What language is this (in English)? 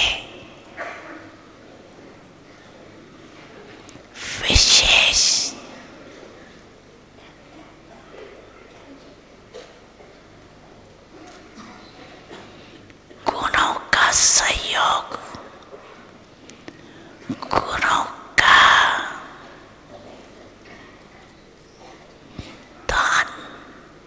Hindi